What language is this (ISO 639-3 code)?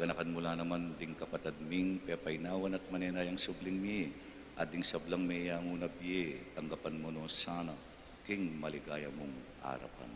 pam